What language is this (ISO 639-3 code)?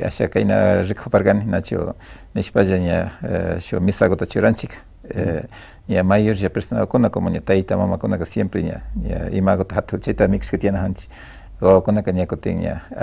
qvi